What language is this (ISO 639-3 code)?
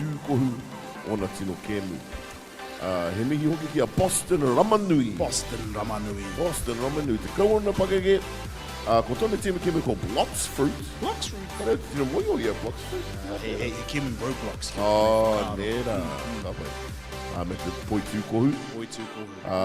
mri